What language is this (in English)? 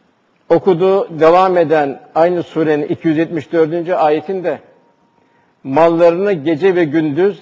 Turkish